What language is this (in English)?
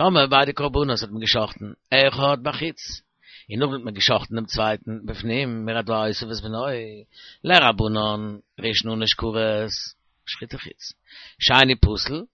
Yiddish